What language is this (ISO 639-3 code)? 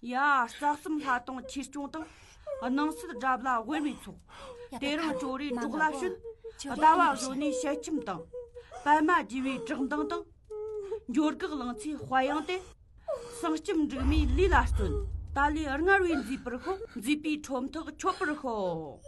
bod